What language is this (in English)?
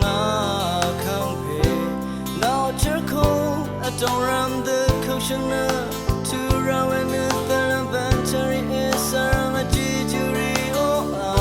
Rawang